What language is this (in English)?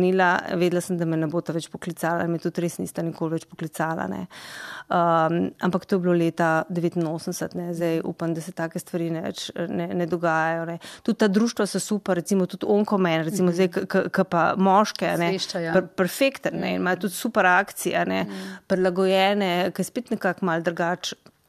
Slovenian